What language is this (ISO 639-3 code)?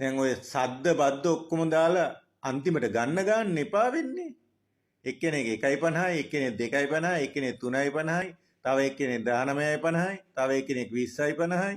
sin